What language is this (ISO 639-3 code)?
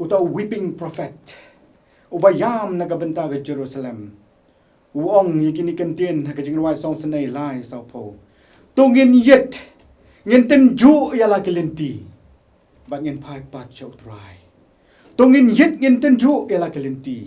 kha